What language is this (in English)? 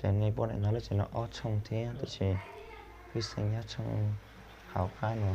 Hmong